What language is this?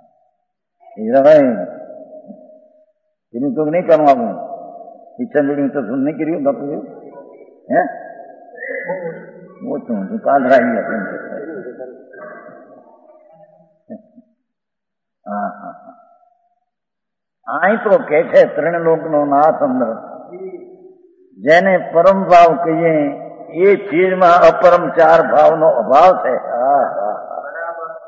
Gujarati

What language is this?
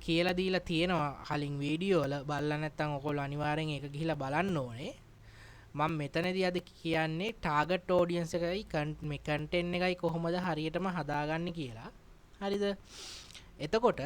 Sinhala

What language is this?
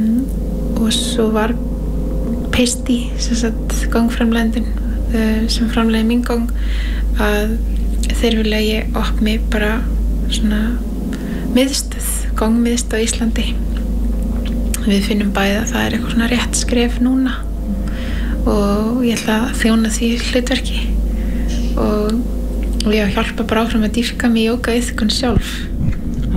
Icelandic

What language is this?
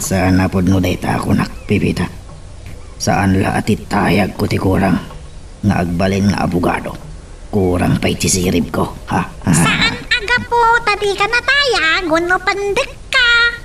Iloko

